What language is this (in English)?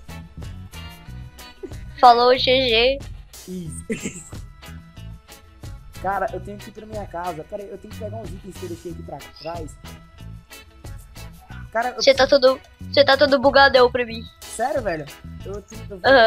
Portuguese